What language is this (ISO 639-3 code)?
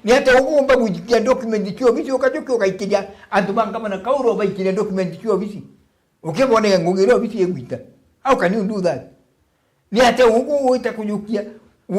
mer